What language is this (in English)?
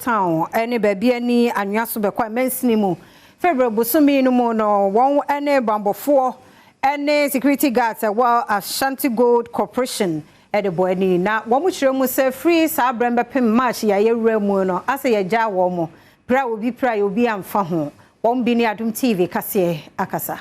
Akan